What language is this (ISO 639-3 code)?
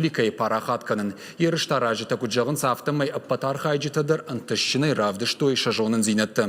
oss